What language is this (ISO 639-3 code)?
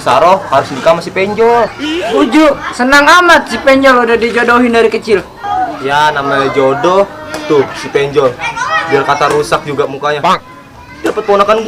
bew